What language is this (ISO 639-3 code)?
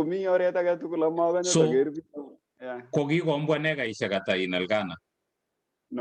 kln